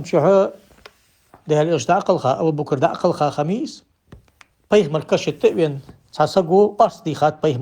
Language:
Ingush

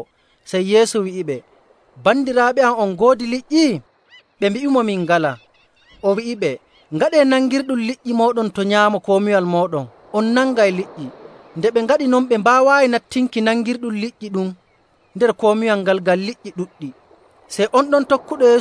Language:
Nigerian Fulfulde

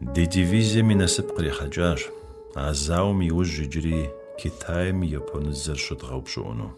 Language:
Kabardian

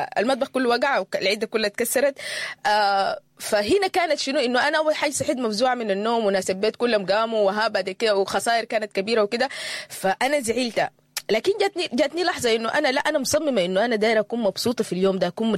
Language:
Sudanese Arabic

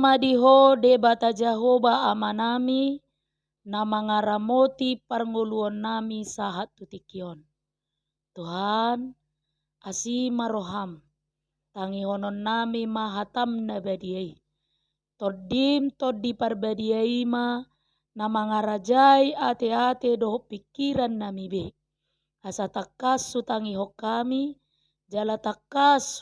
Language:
Batak Toba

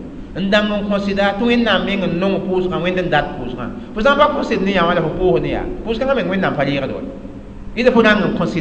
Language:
Mossi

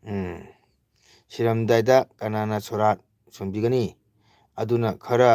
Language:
Manipuri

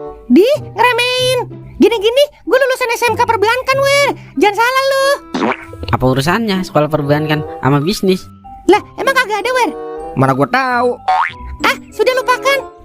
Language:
Betawi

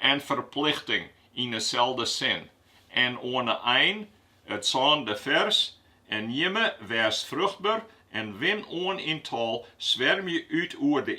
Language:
Western Frisian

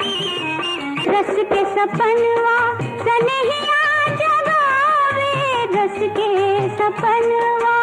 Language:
Magahi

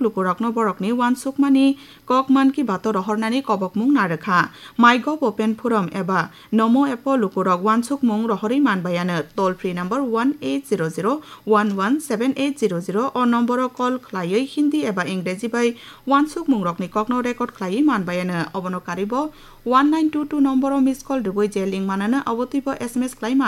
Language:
Kok Borok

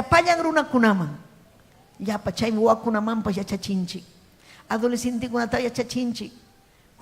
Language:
Ayacucho Quechua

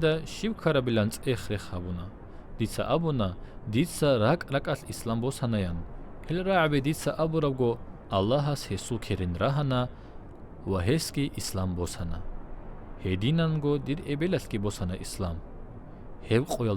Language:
Avaric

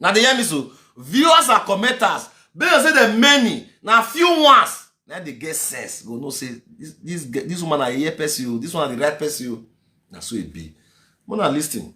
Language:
Nigerian Pidgin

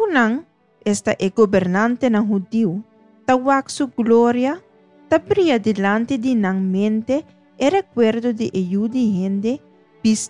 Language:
Papiamento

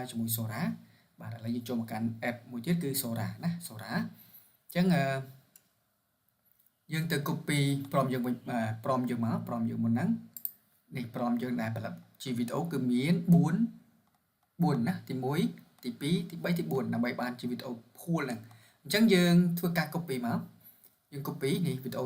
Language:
Khmer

